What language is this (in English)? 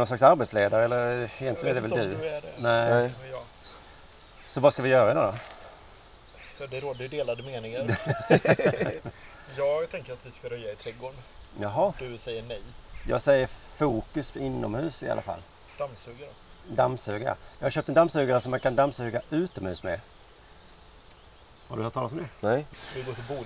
Swedish